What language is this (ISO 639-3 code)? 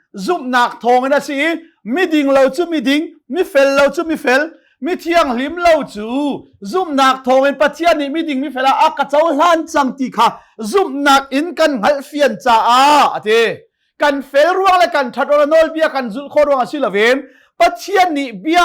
cnh